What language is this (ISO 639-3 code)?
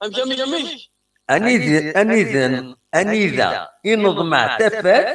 kab